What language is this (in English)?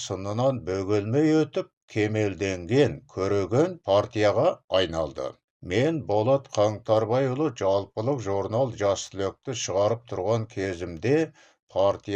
Kazakh